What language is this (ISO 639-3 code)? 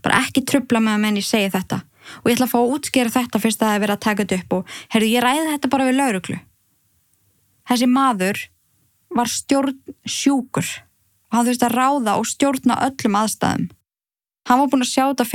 isl